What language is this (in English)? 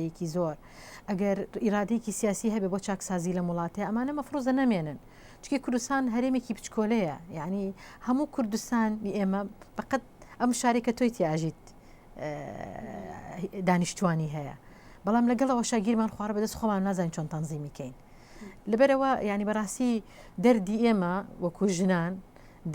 Central Kurdish